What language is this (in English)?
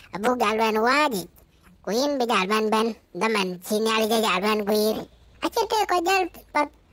Dinka